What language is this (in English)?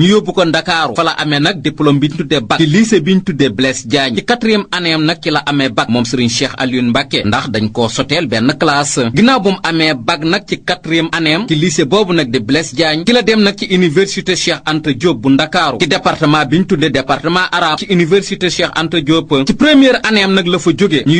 Wolof